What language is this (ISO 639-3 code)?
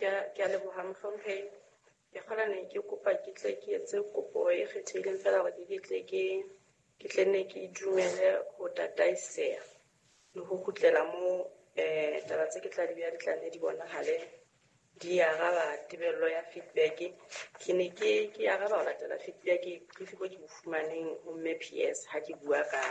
sot